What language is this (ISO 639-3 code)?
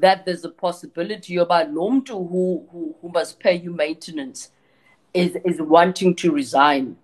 xho